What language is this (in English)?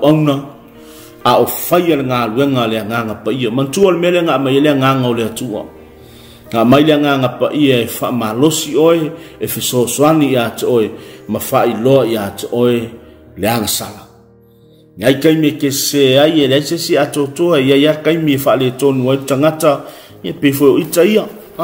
Samoan